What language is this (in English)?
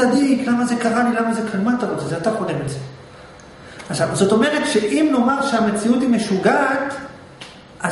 Hebrew